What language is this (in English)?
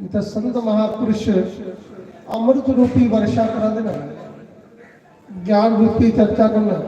Dogri